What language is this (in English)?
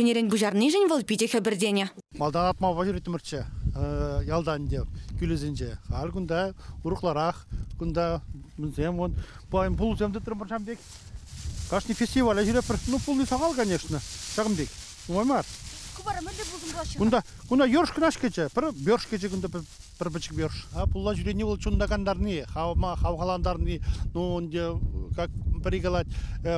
Chuvash